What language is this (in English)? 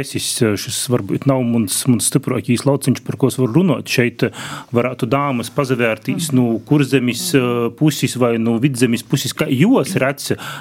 Latvian